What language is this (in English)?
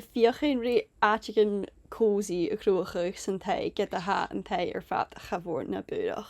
Scottish Gaelic